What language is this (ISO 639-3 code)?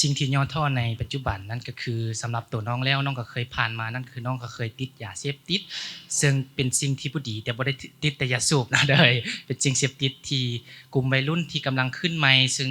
lao